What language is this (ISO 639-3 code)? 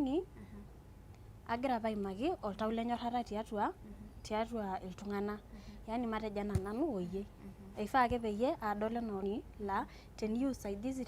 mas